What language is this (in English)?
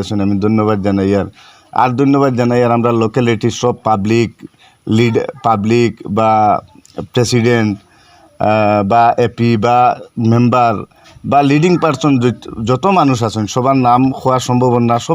Sylheti